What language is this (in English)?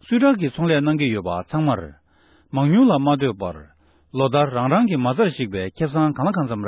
Tibetan